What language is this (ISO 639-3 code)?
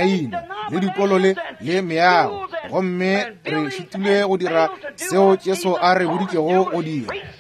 nso